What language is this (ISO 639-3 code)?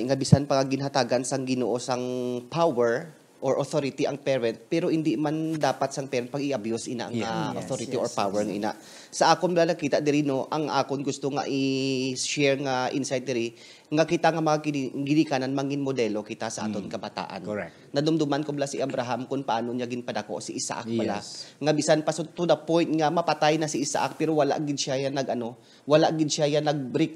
hil